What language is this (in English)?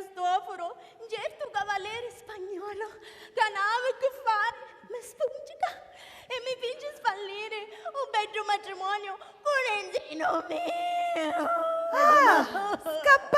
Sicilian